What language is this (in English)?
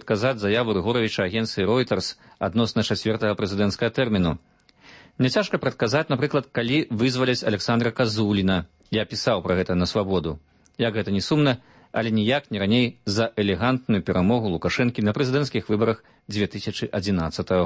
Belarusian